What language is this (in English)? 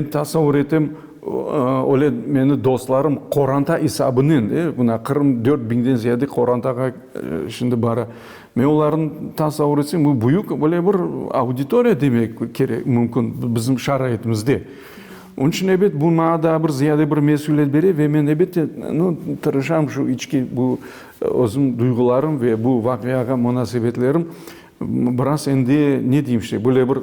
Crimean Tatar